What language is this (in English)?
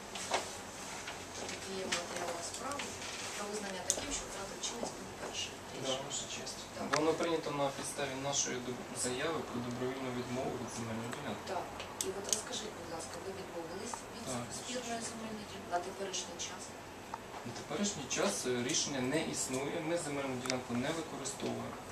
Ukrainian